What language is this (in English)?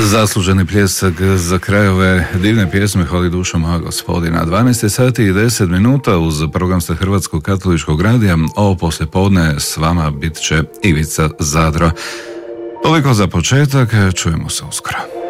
Croatian